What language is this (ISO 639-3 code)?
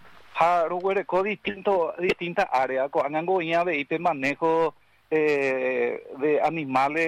spa